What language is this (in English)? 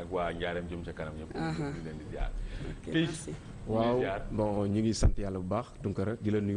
Wolof